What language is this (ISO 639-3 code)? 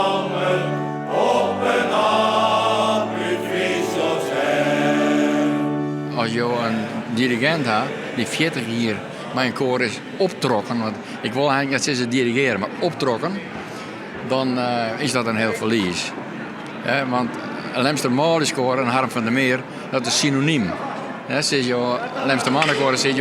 fry